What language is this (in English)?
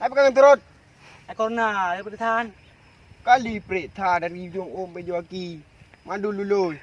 Achinese